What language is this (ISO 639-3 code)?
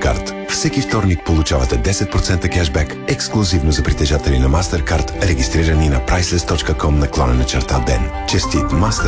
bul